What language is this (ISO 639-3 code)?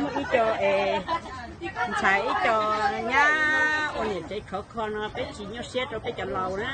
hmn